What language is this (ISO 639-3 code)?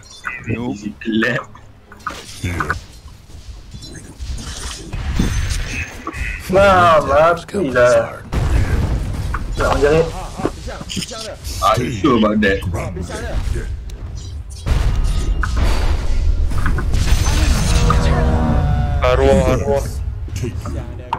msa